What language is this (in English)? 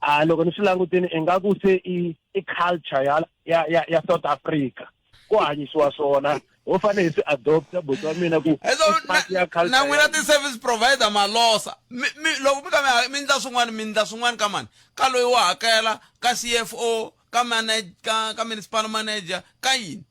Tsonga